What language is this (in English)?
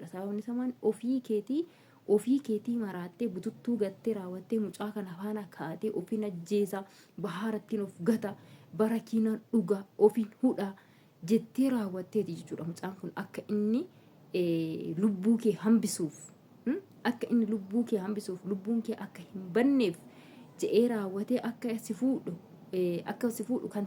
Oromo